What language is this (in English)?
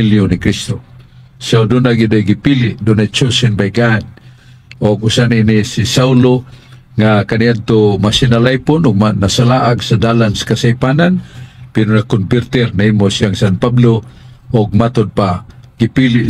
Cebuano